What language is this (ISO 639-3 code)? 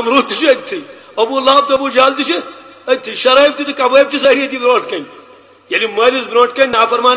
kas